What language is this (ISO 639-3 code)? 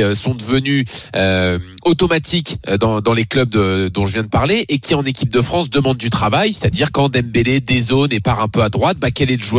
fra